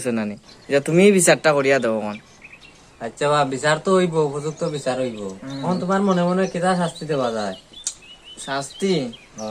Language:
Sylheti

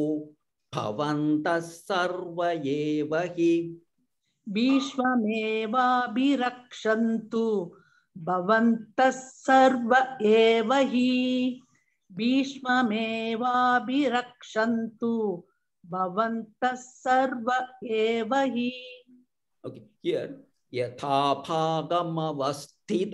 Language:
Sanskrit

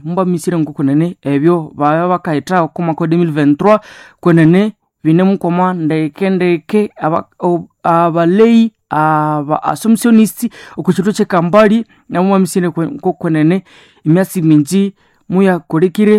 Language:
Nande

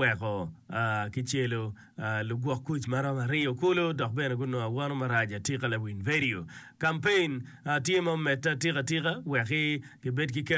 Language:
Acoli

